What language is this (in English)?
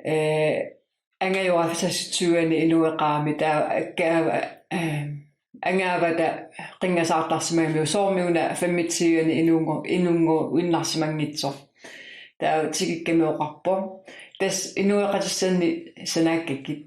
Kalaallisut